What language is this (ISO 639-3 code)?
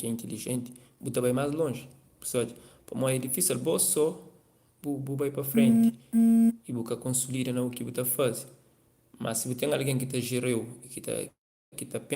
kea